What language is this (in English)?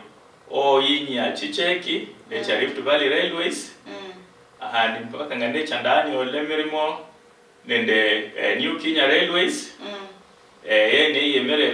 Luyia